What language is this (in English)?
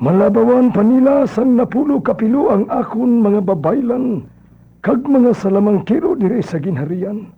Hiligaynon